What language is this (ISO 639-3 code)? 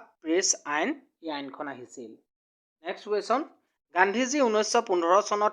asm